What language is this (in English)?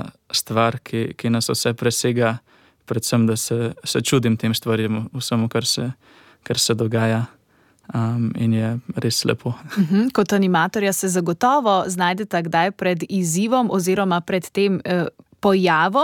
Slovenian